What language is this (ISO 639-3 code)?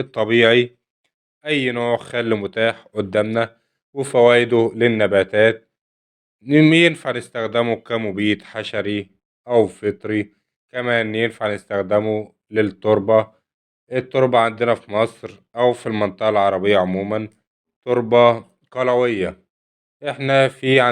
arz